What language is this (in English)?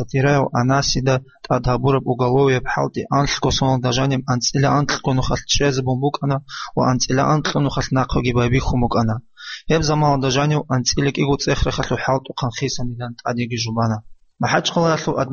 Avaric